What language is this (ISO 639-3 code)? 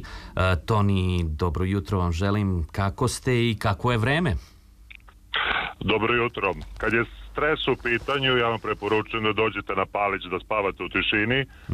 srp